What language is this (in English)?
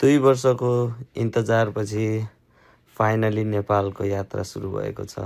Nepali